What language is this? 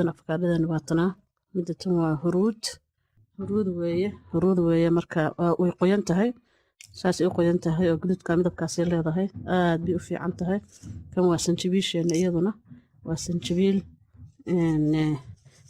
Somali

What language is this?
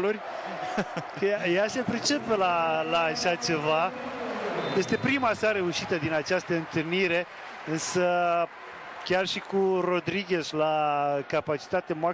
Romanian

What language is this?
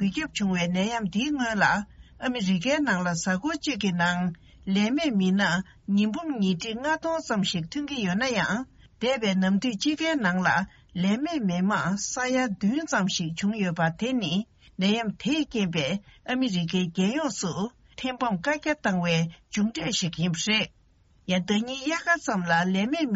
Tibetan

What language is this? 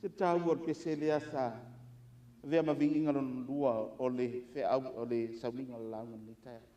Samoan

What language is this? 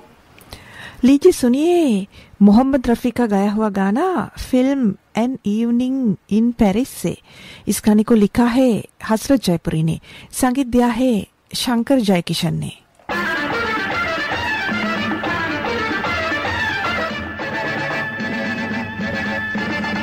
Hindi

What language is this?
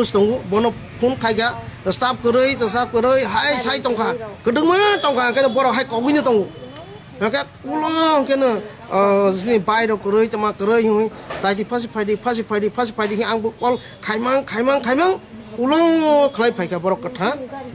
Kok Borok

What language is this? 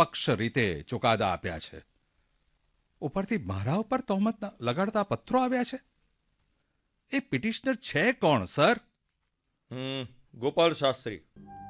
Gujarati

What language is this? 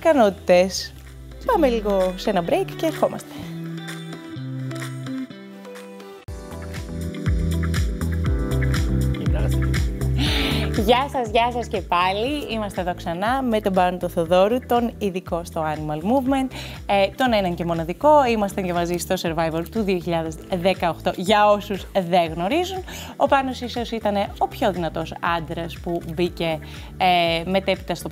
Greek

